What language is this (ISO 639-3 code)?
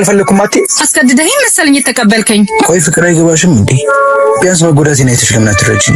amh